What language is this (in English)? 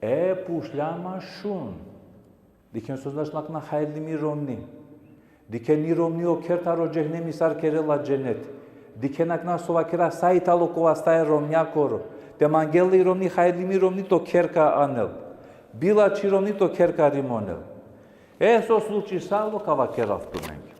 Balkan Romani